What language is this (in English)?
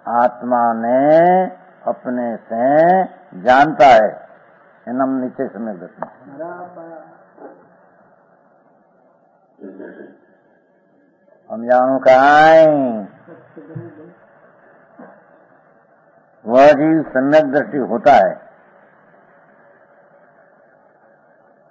Gujarati